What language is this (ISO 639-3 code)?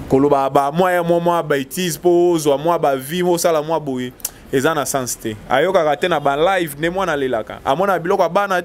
lin